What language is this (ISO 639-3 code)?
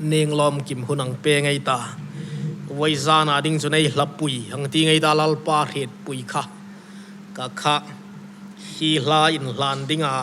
hmr